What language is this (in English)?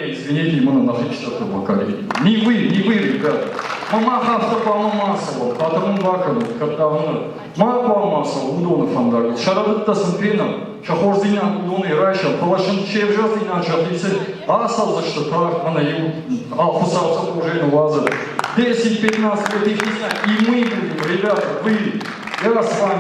Ossetic